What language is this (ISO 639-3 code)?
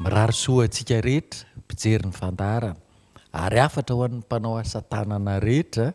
mlg